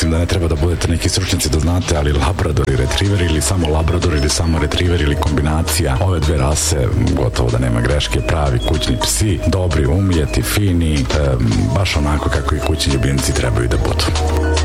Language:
Serbian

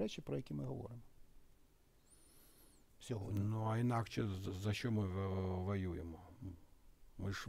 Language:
Ukrainian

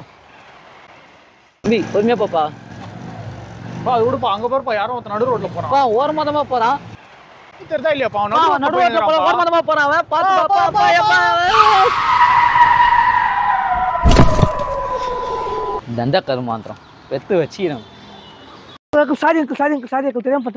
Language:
Tamil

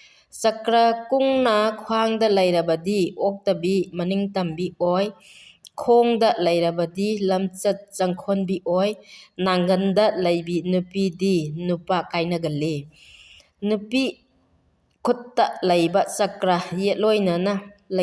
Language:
Manipuri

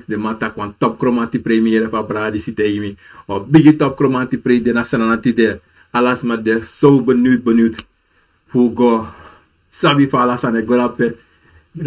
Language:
Sranan Tongo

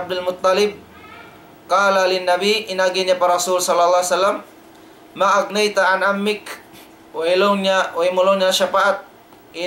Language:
Tausug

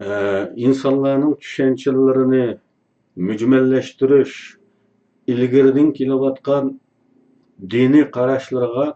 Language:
Uyghur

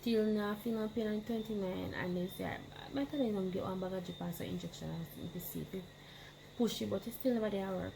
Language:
Jamaican Creole English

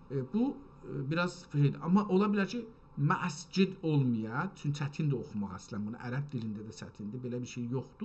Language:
South Azerbaijani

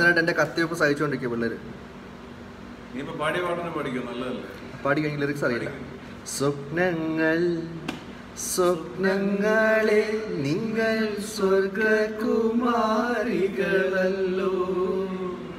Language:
Malayalam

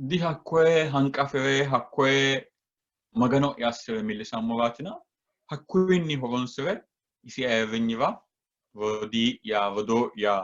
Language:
Sidamo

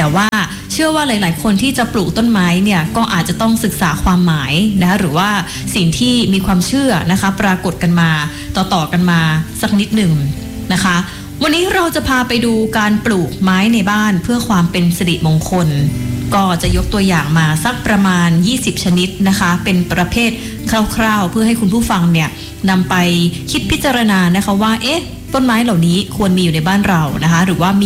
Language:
Thai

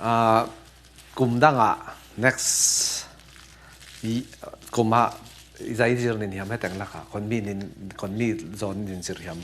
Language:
Falam Chin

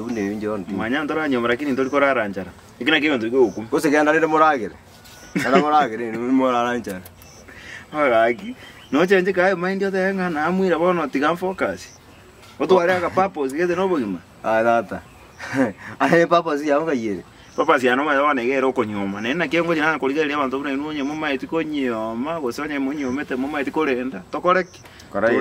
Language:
Gusii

